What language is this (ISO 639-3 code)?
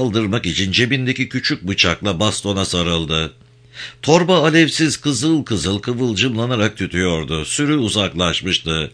tur